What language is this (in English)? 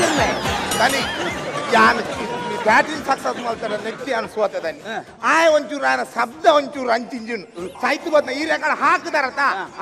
Tulu